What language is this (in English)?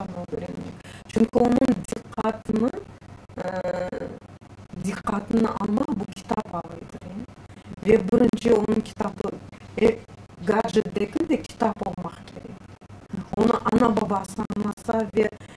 Crimean Tatar